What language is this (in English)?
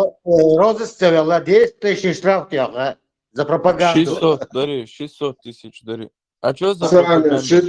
Chechen